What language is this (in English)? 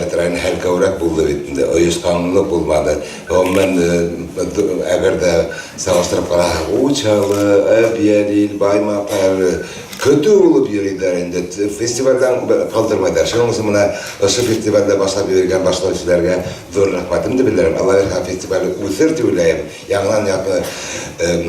Bashkir